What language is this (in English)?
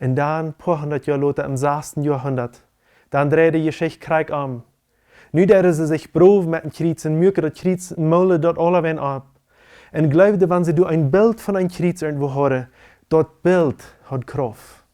Plautdietsch